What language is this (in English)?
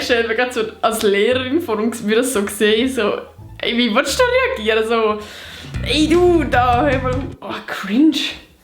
Swiss German